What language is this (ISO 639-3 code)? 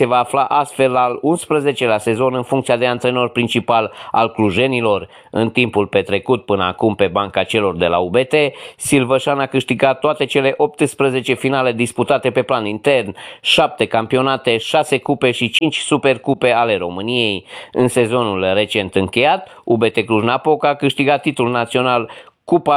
ron